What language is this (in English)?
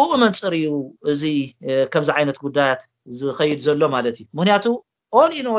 Tigrinya